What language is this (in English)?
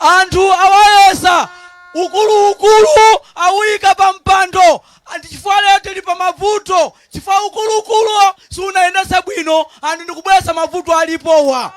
Nyanja